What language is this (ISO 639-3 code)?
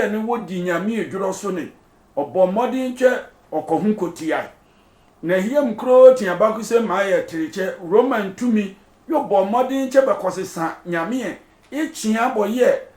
sfw